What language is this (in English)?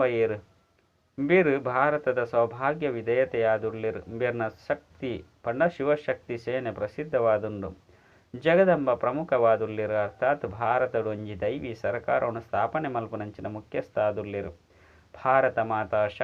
Tulu